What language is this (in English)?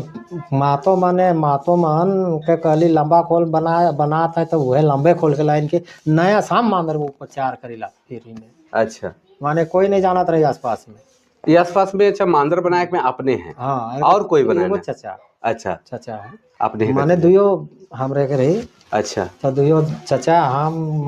Sadri